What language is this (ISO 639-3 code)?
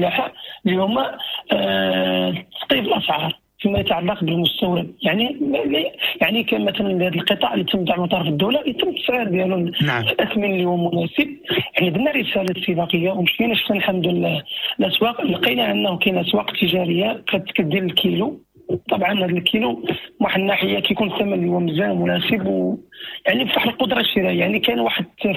ary